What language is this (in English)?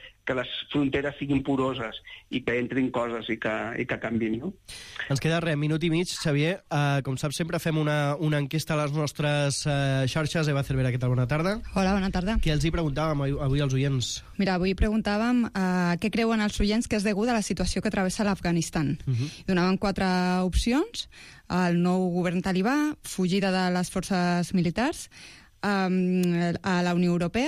Catalan